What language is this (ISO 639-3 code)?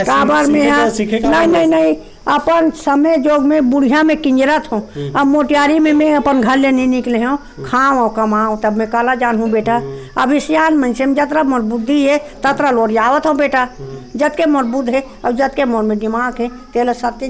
hne